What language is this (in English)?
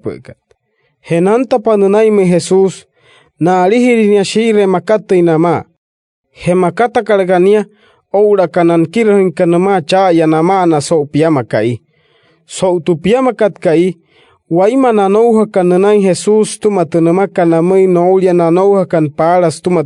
Wayuu